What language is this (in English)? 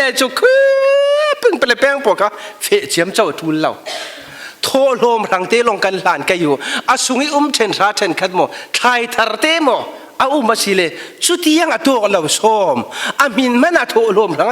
Falam Chin